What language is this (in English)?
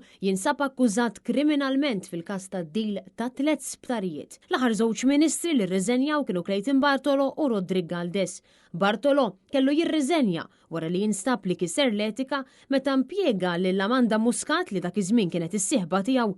Maltese